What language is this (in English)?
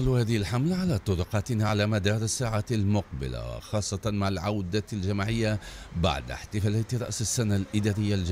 Tunisian Arabic